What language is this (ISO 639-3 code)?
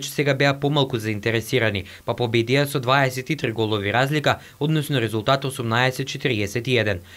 mkd